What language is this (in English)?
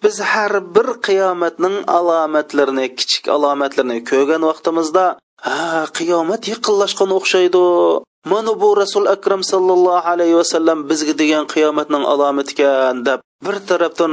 Uyghur